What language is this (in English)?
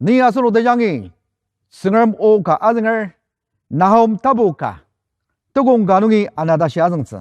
Ao Naga